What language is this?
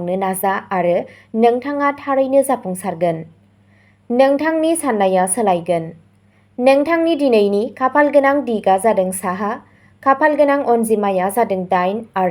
Bodo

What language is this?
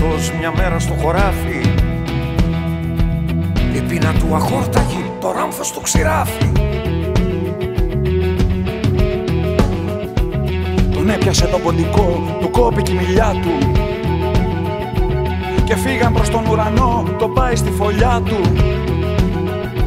Greek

